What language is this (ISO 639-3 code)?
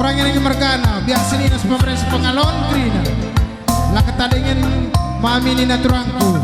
btx